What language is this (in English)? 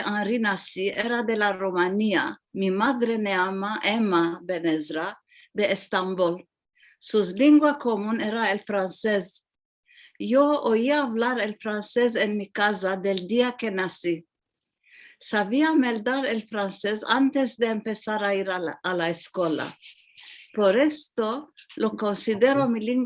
Ladino